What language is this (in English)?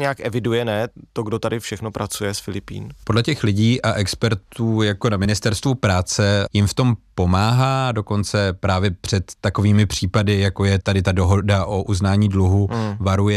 Czech